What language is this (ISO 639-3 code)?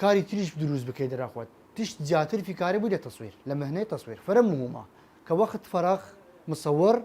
sdh